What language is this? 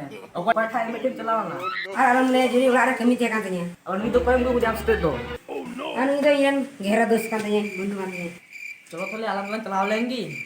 Santali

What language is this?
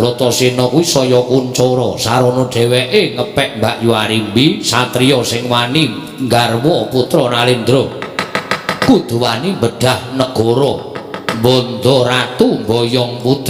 Javanese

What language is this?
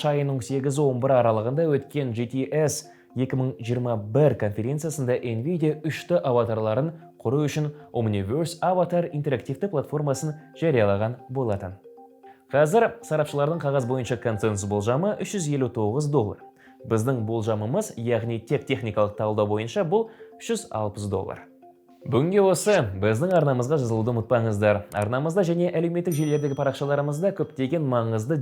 Kazakh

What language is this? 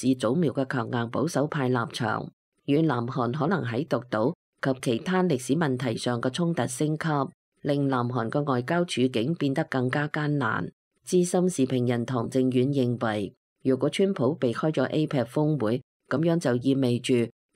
Cantonese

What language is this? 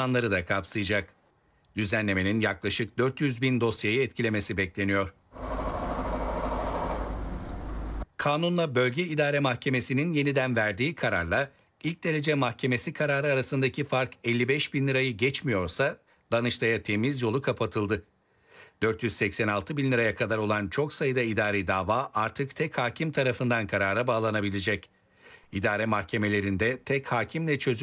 Turkish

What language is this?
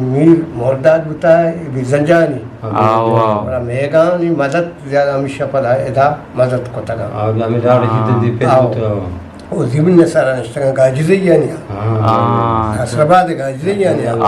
Eastern Balochi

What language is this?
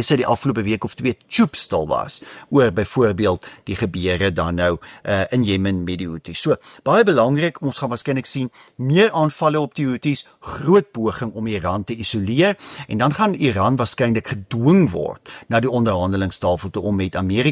Afrikaans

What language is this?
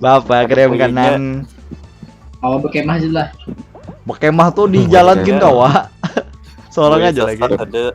Banjar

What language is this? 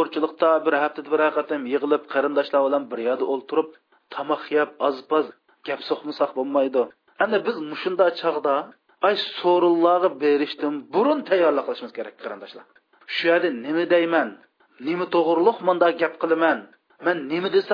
Uyghur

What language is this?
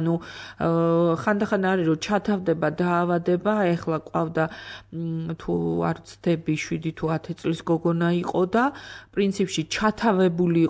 Georgian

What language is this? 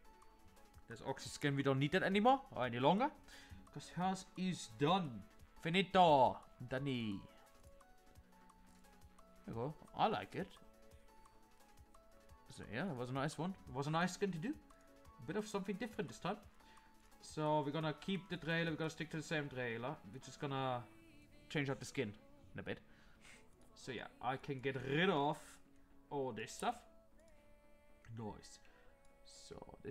English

